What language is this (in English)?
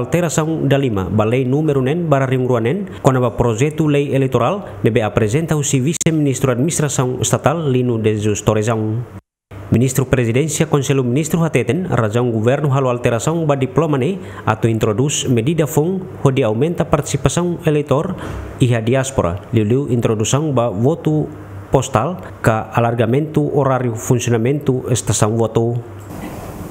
Tetum